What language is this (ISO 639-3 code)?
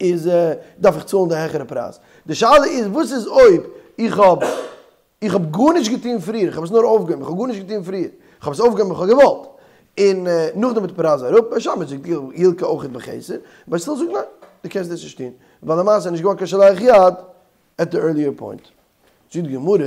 yid